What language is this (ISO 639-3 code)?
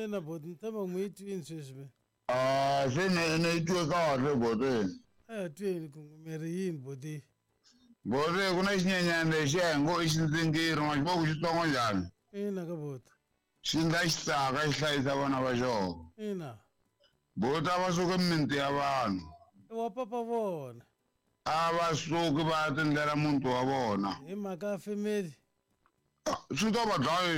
tso